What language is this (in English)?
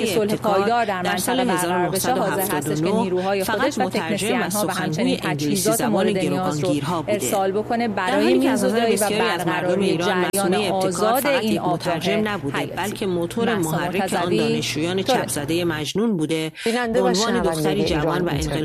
Persian